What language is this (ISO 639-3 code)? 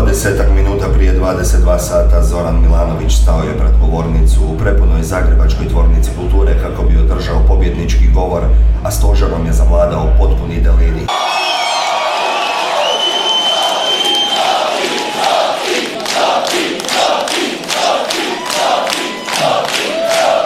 hrv